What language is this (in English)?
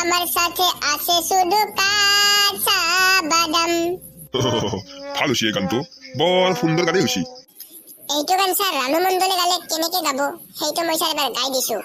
Assamese